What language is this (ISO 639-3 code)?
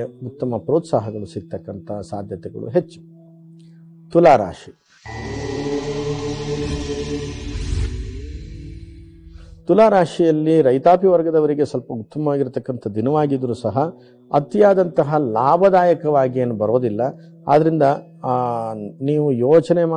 kan